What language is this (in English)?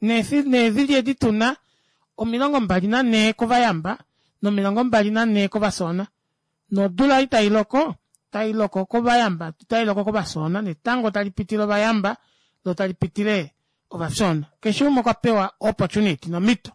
Kuanyama